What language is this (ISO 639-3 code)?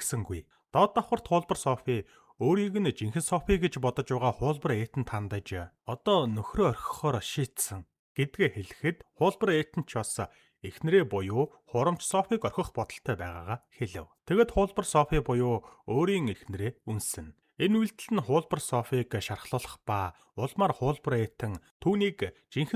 mon